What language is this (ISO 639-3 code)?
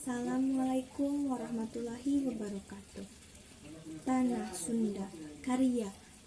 sun